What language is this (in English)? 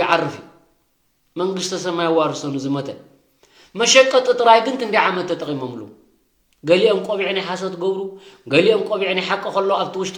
Tigrinya